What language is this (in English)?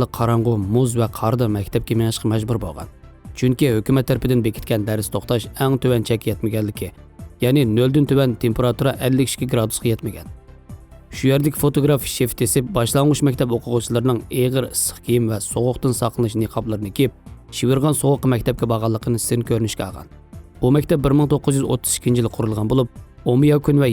Uyghur